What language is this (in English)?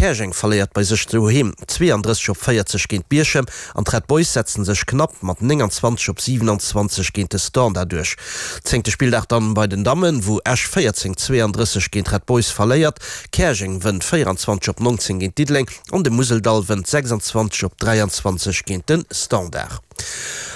Luxembourgish